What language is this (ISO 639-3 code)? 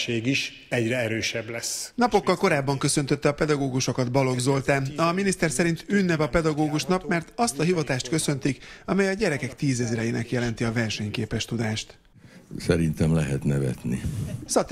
hun